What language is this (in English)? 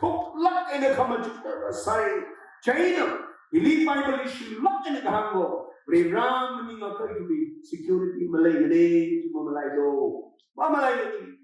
Tangkhul Naga (India)